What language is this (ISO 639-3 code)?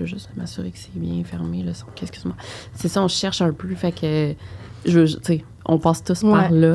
fra